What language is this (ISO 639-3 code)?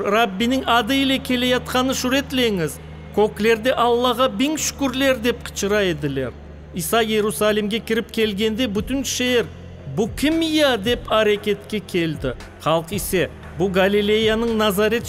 crh